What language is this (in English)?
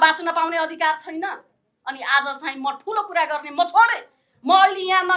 Nepali